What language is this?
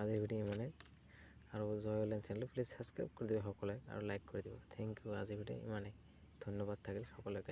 Assamese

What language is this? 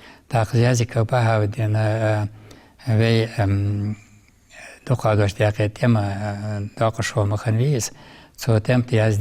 Ingush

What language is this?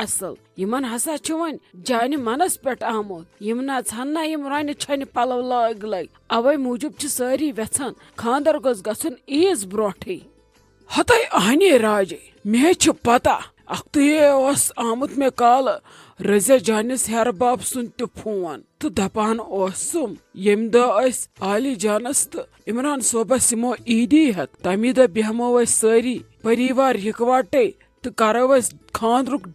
Kashmiri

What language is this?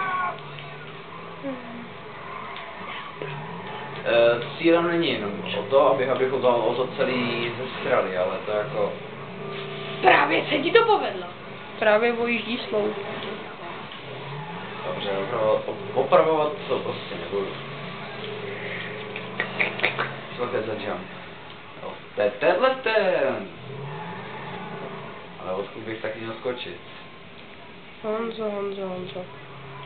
Czech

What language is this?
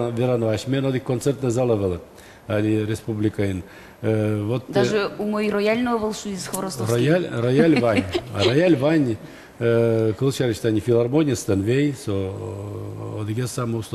Udmurt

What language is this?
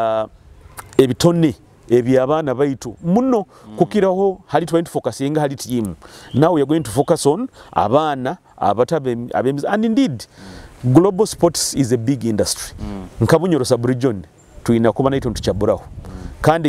Nyoro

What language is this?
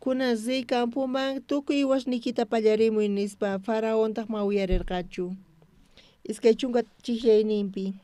South Bolivian Quechua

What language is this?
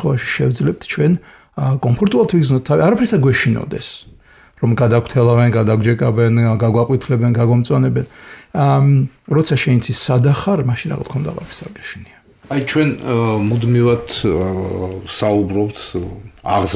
Georgian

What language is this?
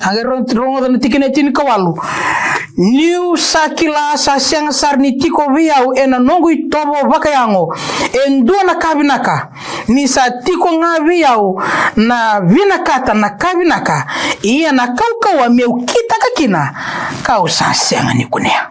Fijian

